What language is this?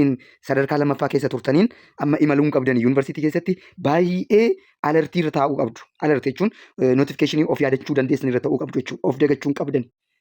Oromo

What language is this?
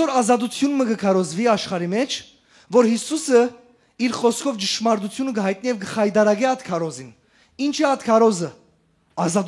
Western Armenian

